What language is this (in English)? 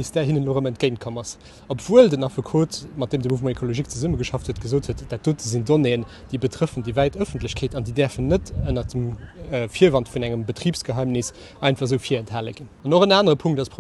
Luxembourgish